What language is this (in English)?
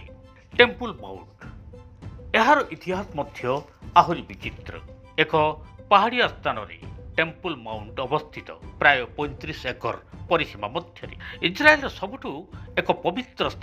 Odia